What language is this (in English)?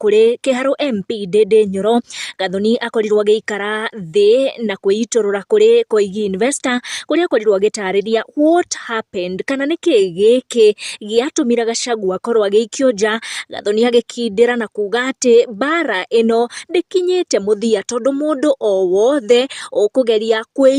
Kikuyu